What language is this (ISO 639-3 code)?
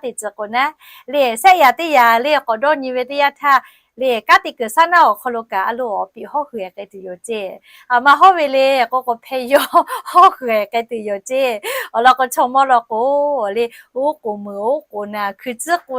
lhu